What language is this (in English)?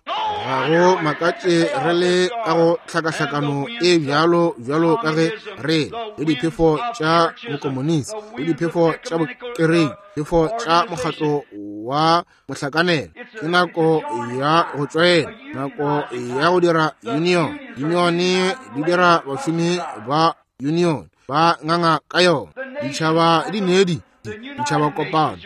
Northern Sotho